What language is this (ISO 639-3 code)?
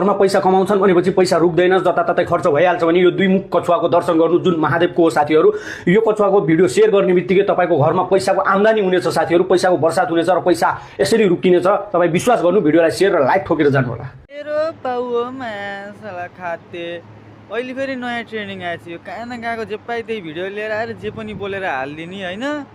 nep